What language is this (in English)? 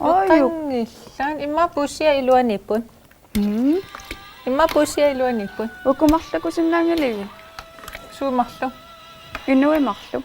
Kalaallisut